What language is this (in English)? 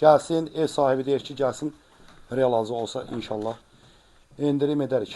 Azerbaijani